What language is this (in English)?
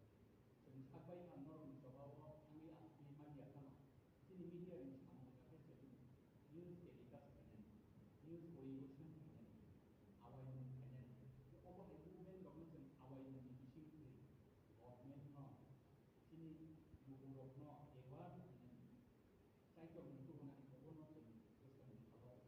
Kok Borok